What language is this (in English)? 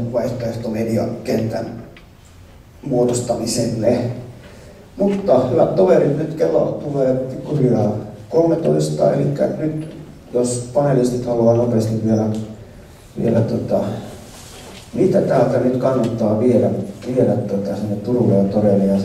Finnish